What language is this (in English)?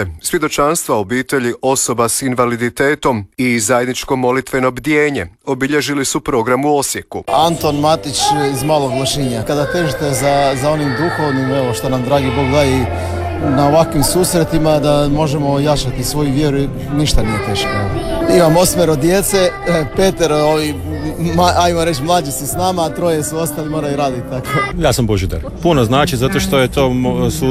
Croatian